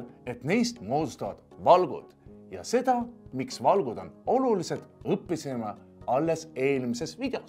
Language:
Estonian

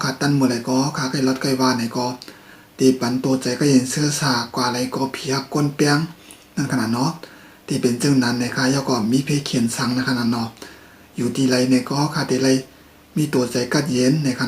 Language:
Shan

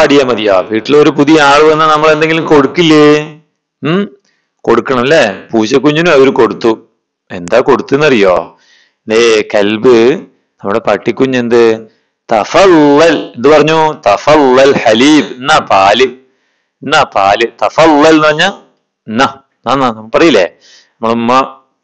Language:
Malayalam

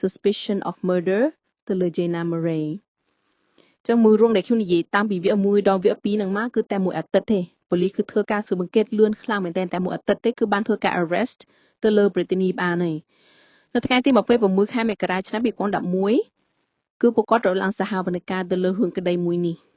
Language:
Khmer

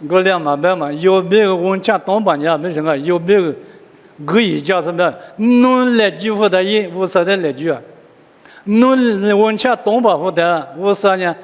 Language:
Lisu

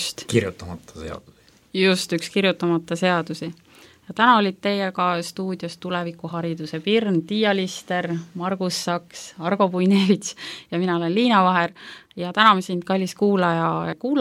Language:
Estonian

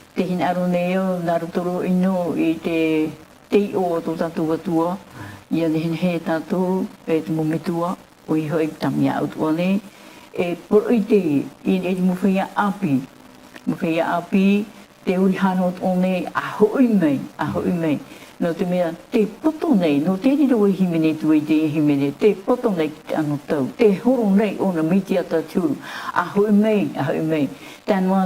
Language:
Tahitian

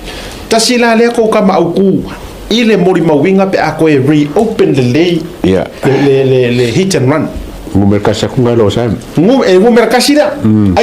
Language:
Samoan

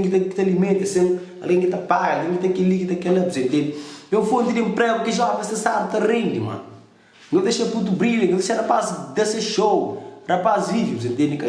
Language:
Kabuverdianu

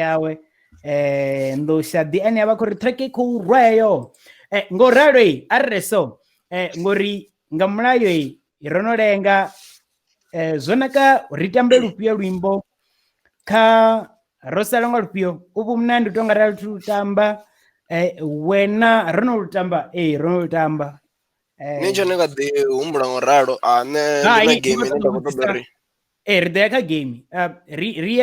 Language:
Venda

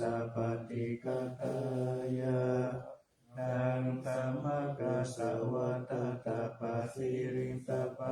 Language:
Pali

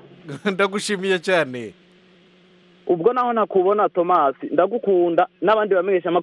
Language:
Kinyarwanda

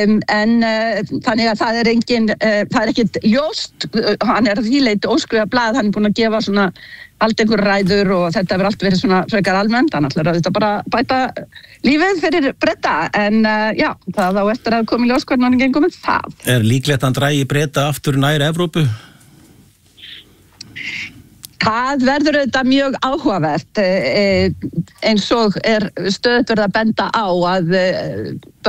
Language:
Icelandic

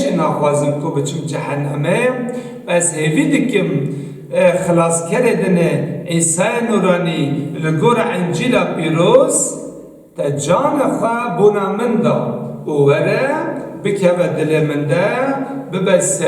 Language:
Kurdish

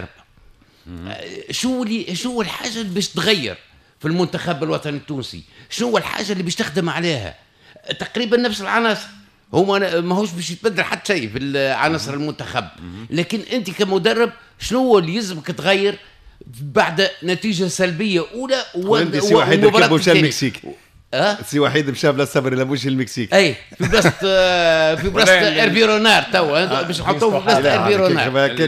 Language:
Tunisian Arabic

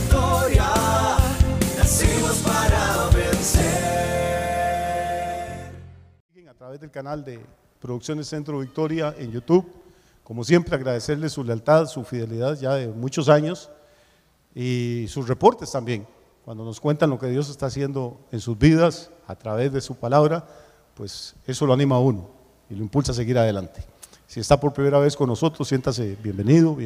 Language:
Spanish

